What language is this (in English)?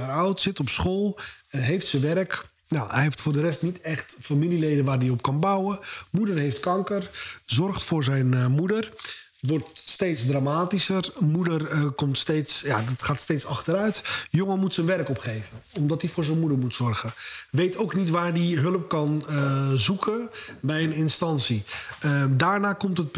Dutch